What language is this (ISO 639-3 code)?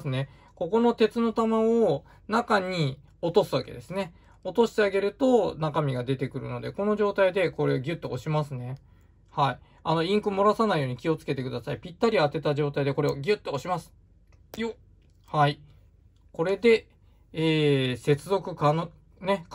jpn